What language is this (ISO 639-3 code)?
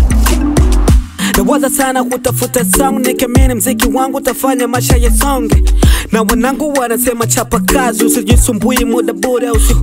swa